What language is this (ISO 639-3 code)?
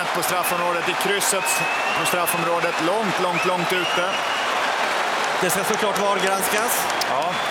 swe